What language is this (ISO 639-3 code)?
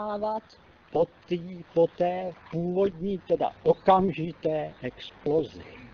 ces